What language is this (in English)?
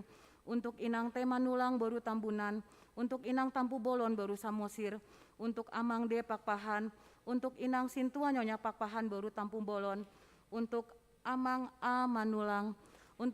Batak Toba